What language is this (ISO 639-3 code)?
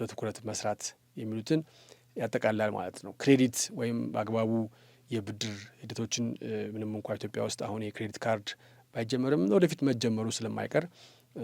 amh